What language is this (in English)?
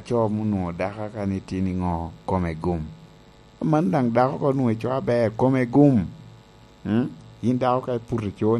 Lango (Uganda)